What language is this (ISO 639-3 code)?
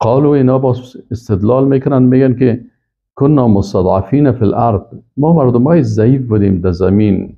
fas